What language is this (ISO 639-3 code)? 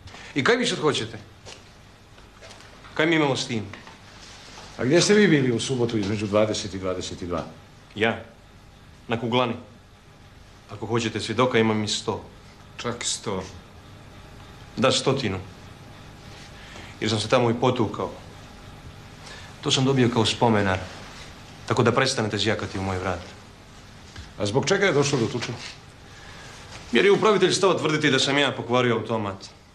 hrv